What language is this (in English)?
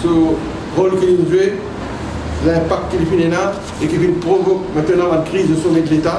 Morisyen